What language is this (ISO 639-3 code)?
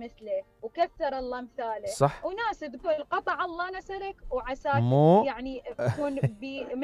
acm